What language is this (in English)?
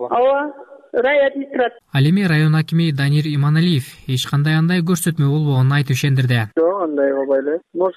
Kyrgyz